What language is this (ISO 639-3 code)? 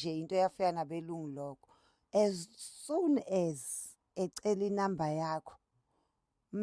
zul